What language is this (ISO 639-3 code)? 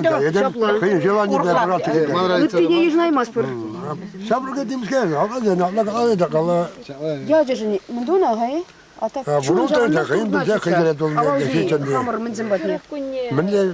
chv